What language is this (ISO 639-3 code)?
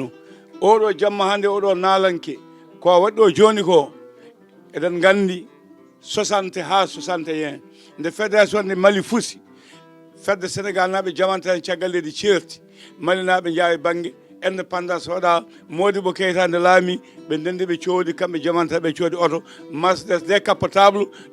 ful